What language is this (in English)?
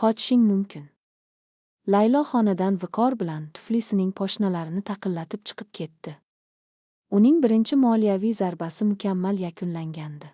Uzbek